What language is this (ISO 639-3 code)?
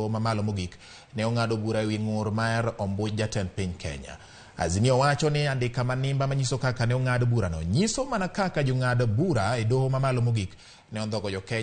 luo